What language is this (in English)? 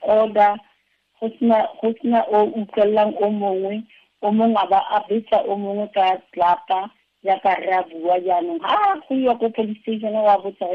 Tswana